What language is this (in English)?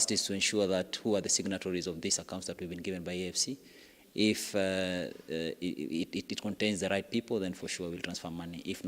Kamba